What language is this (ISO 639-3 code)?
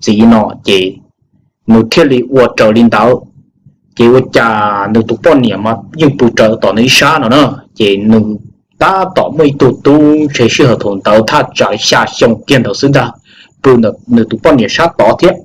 hmn